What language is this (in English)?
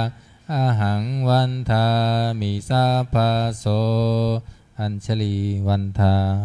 Pali